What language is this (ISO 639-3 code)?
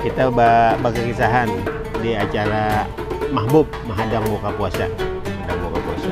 bjn